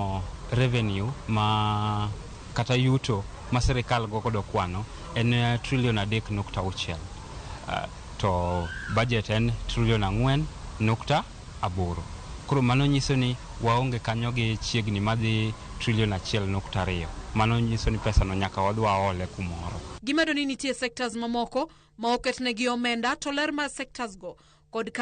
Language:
Luo (Kenya and Tanzania)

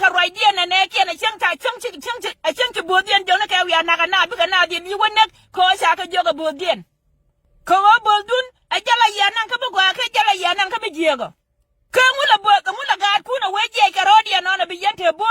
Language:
Nuer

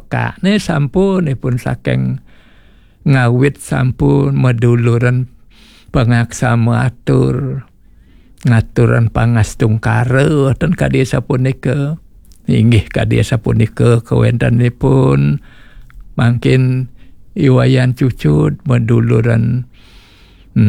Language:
Balinese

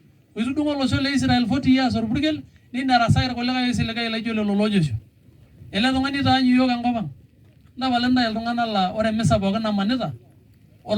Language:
Masai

